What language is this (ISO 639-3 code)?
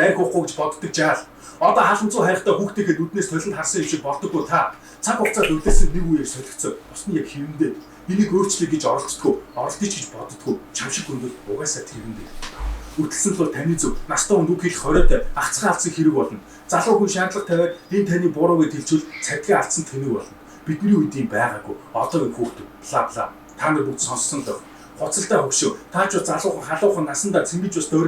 mon